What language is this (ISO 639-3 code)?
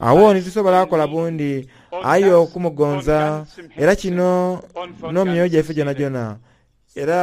xog